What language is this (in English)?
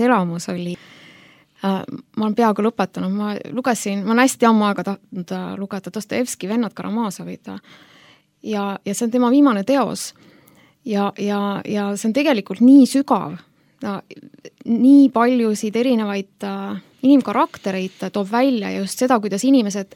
Estonian